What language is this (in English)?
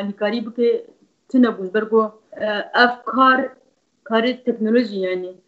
Kurdish